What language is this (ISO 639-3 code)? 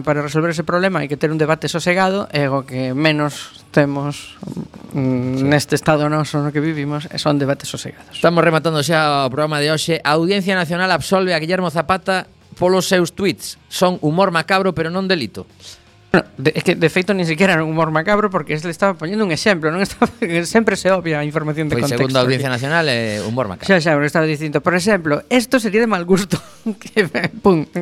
glg